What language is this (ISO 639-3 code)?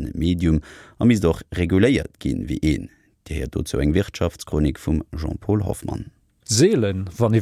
ltz